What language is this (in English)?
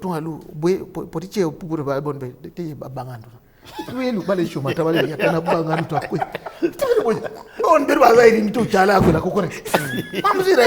Teso